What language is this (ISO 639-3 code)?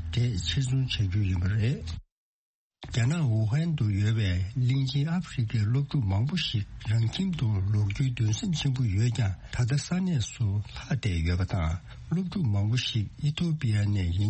bod